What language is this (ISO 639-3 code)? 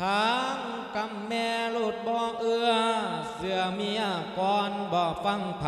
lao